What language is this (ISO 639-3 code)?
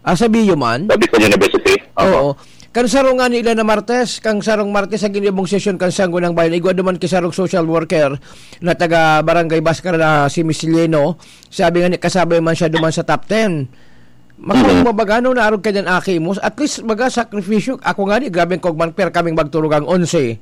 bik